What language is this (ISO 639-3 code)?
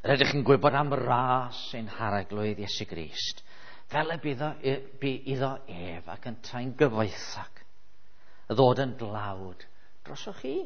cym